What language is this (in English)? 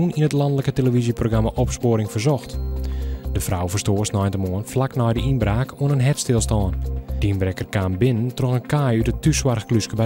Western Frisian